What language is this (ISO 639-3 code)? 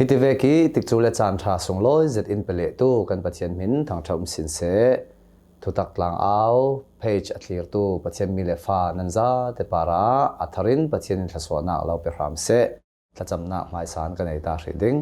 cnh